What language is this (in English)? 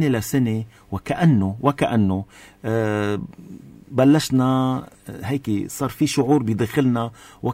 North Levantine Arabic